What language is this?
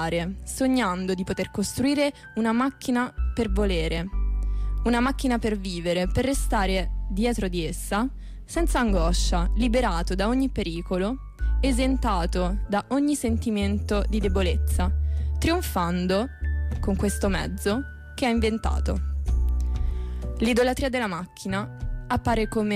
Italian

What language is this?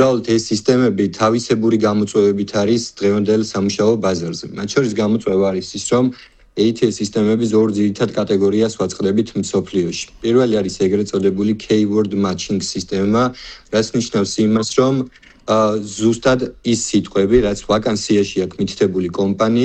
Georgian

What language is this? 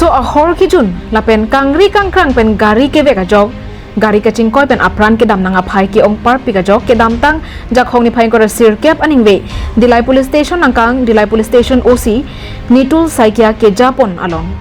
Karbi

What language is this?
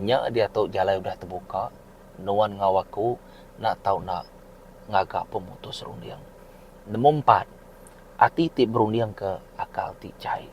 Iban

